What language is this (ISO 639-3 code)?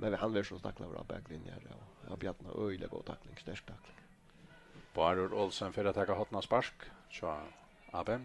fao